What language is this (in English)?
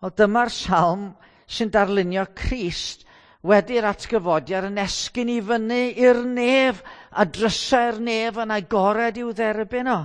Welsh